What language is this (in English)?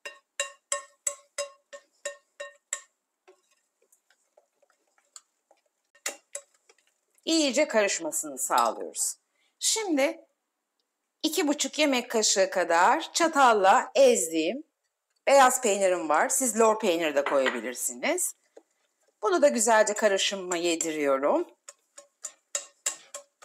Turkish